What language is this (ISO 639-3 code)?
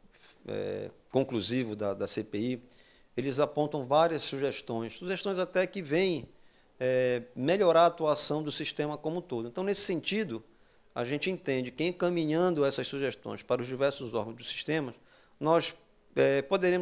por